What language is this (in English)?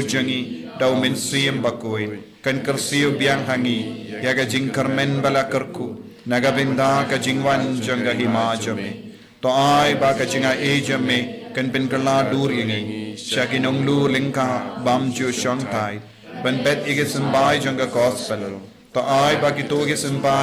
Khasi